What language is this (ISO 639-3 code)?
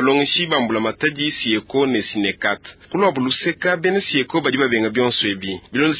lua